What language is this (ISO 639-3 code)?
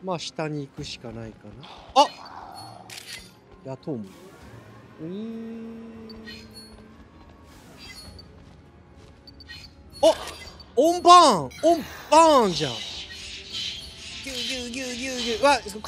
jpn